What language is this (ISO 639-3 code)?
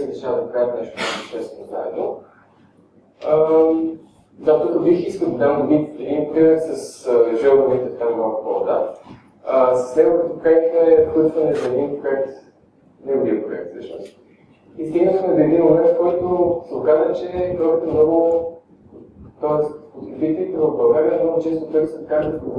bul